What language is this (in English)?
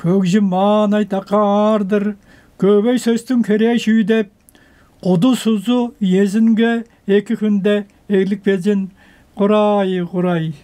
Tuvinian